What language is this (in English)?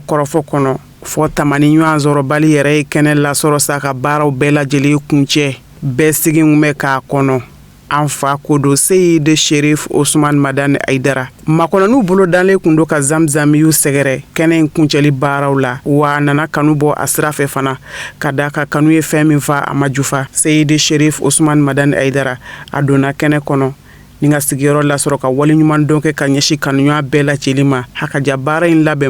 Bambara